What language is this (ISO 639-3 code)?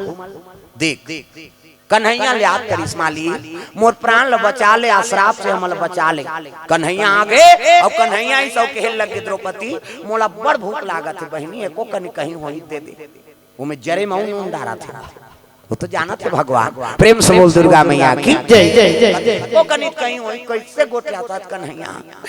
hne